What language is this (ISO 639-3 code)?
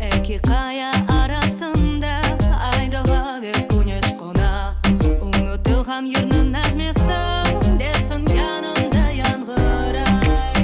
crh